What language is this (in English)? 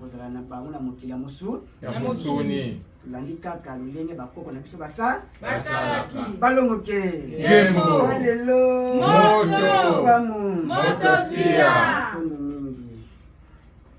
Lingala